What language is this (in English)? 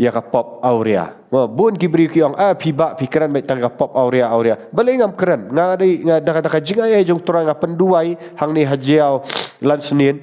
Khasi